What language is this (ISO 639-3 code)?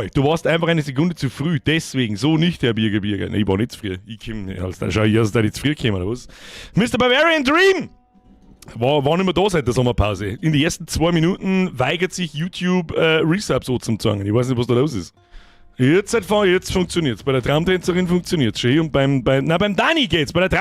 bar